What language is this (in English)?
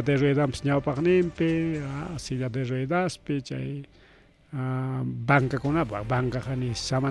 Ayacucho Quechua